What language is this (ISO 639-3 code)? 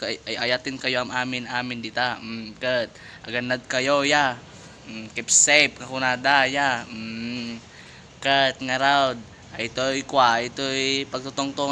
ilo